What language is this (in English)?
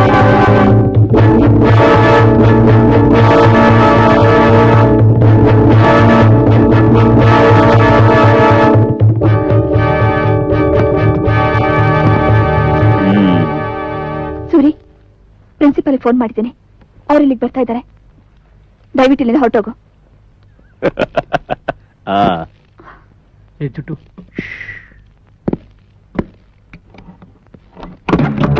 Kannada